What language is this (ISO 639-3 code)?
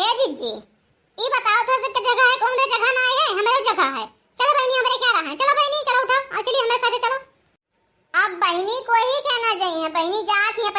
awa